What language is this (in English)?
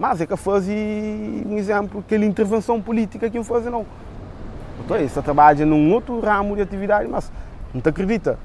Kabuverdianu